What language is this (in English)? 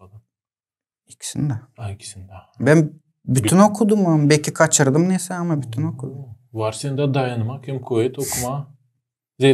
Gagauz